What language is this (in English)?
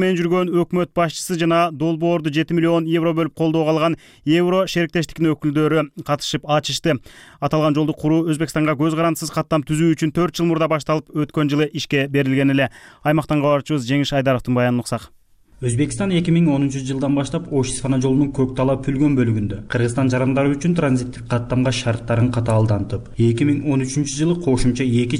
Kyrgyz